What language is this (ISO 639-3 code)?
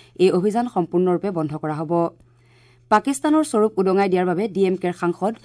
asm